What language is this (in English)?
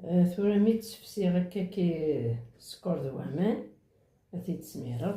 Kabyle